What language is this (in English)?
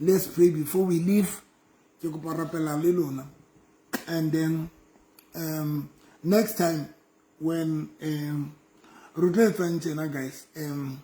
Southern Sotho